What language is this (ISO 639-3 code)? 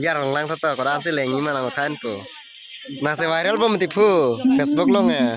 mjw